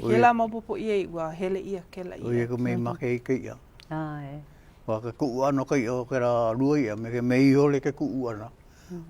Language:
Hawaiian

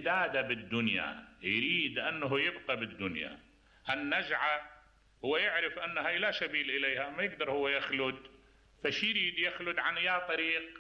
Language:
Mesopotamian Arabic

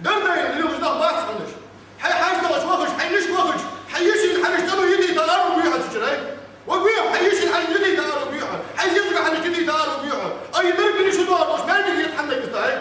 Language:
Ingush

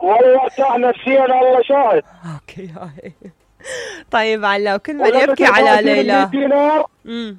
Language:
Mesopotamian Arabic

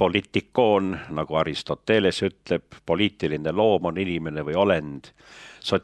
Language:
Estonian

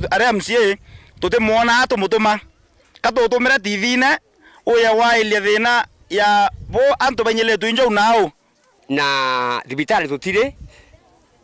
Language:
Meru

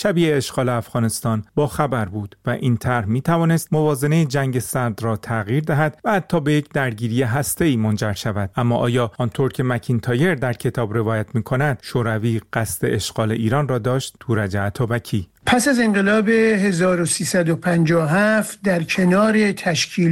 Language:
Persian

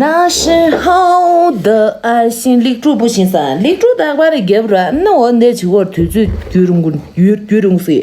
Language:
Tibetan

